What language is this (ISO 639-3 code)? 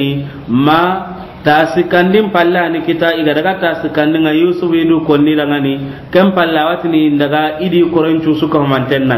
snk